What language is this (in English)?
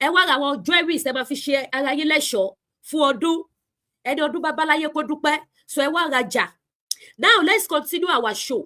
Yoruba